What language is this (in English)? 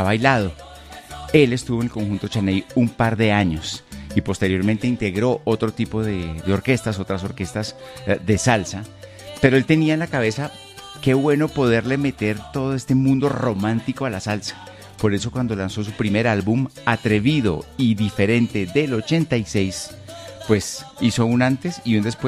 Spanish